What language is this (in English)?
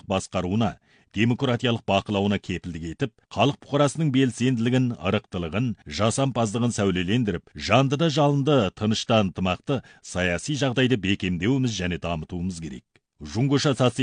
Kazakh